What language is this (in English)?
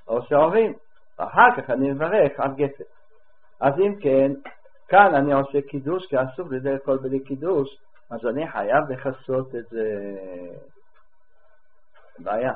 Hebrew